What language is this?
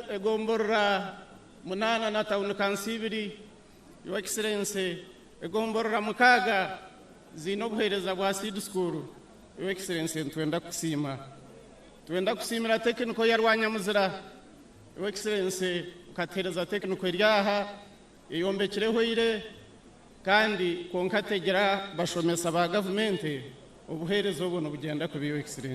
Nyankole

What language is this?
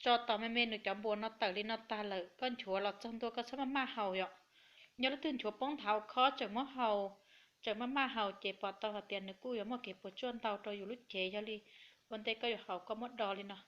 Hmong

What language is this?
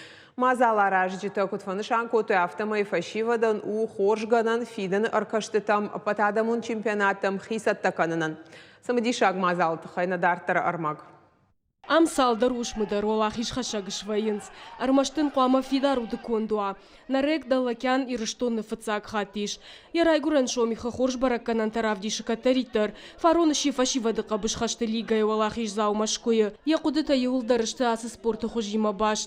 Ossetic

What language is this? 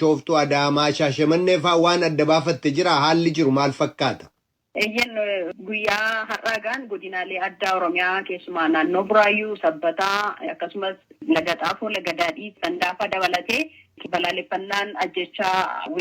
Oromo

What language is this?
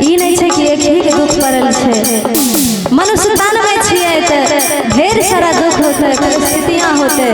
Maithili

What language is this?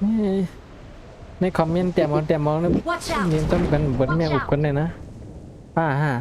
Shan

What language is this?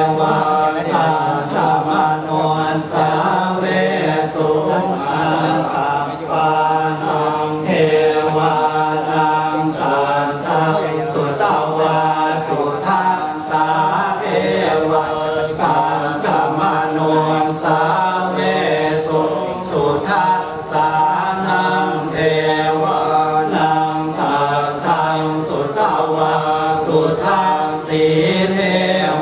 Pali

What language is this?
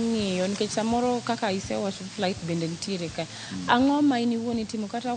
Luo (Kenya and Tanzania)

